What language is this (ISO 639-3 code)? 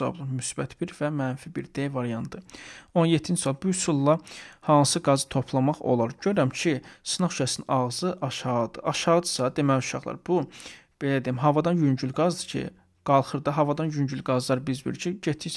aze